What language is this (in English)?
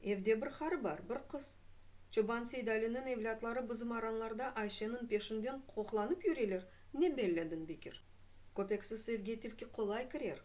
Crimean Tatar